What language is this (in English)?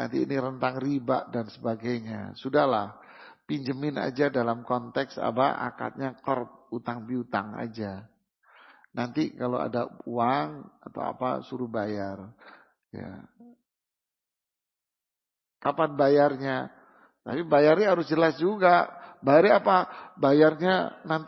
Indonesian